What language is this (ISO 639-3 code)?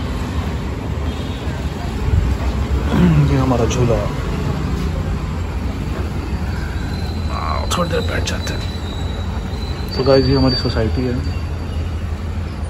hin